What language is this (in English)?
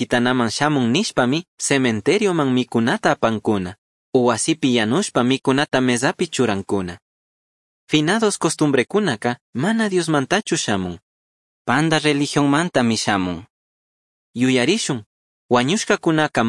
Chimborazo Highland Quichua